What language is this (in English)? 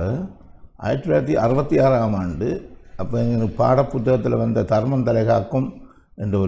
Tamil